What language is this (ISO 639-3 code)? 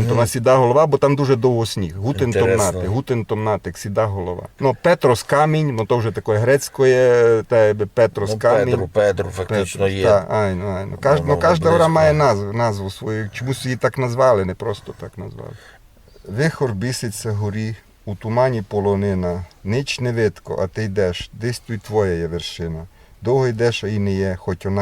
rue